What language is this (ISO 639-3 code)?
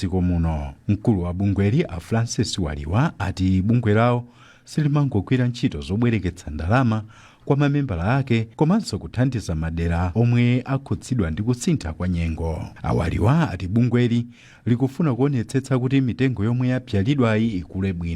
nya